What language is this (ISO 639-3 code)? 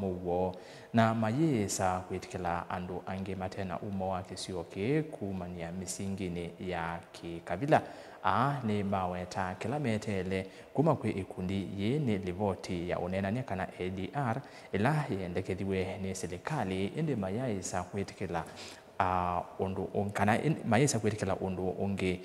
kam